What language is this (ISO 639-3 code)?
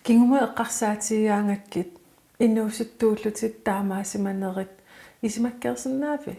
kal